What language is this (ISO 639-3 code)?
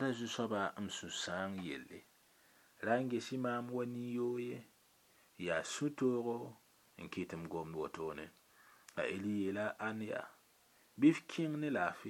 mos